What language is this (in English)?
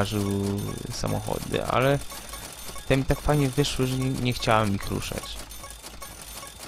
Polish